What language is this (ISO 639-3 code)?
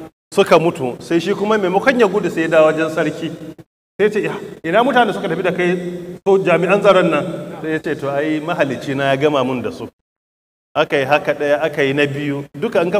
hau